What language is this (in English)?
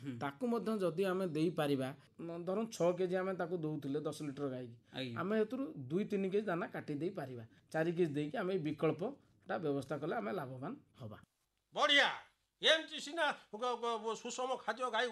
Odia